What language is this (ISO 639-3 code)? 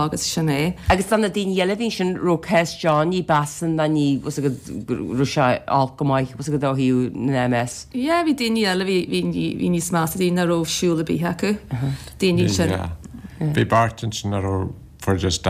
gle